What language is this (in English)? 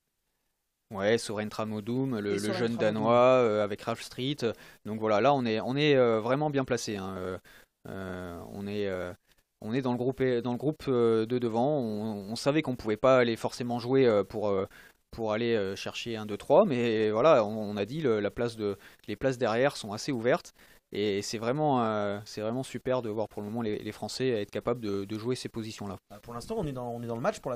French